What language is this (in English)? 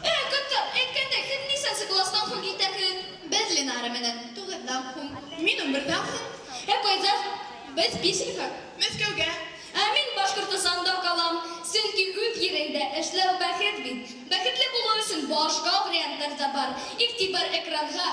Bashkir